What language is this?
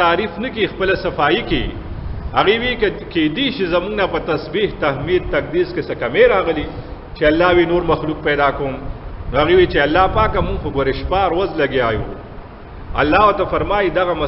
Pashto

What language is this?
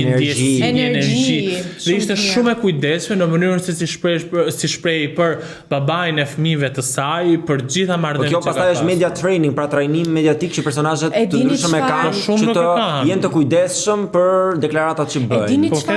Albanian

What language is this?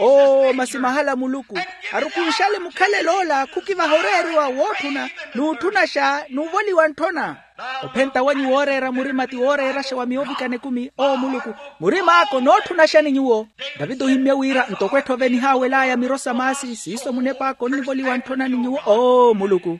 Makhuwa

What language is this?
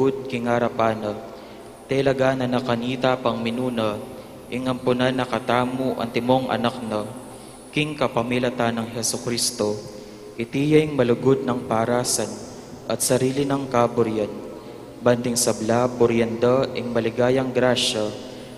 Pampanga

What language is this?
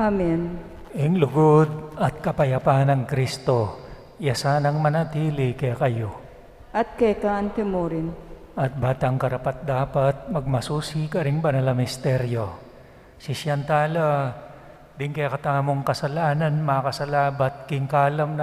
Pampanga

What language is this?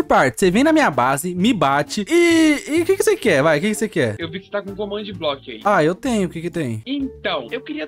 Portuguese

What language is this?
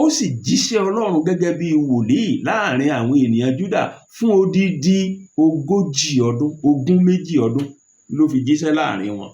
Yoruba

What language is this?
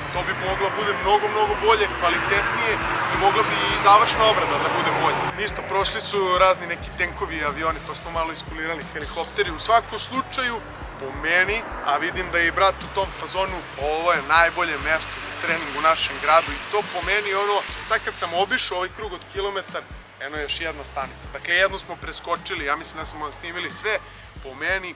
Serbian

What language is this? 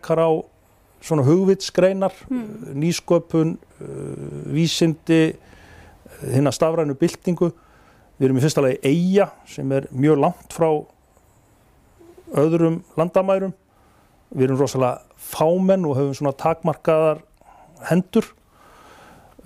Icelandic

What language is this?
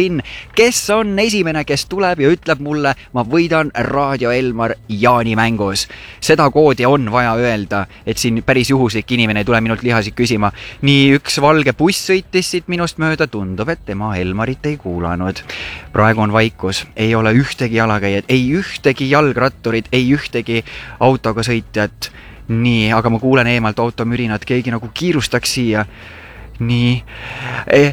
Estonian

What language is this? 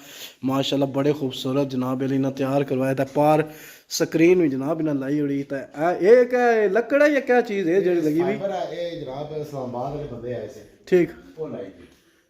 Pahari-Potwari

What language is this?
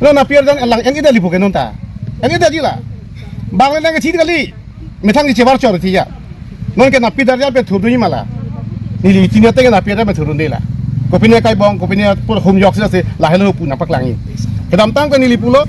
Karbi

